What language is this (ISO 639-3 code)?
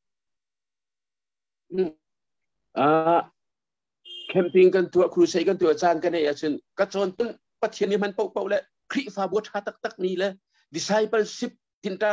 tha